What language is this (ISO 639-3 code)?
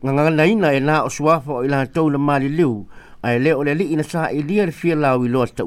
smo